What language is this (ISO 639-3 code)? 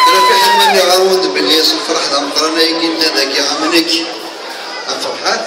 kab